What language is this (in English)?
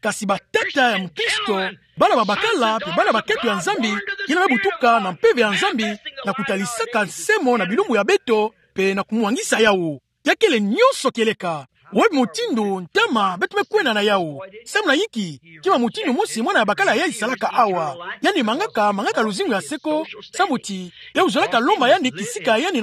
Kituba (Democratic Republic of Congo)